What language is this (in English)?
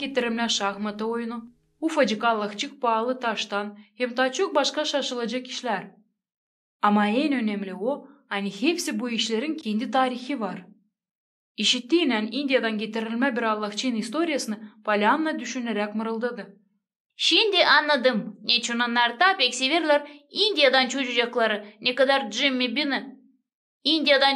Gagauz